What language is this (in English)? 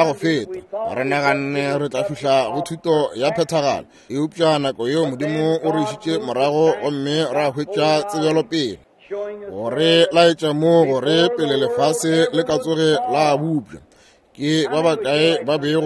Northern Sotho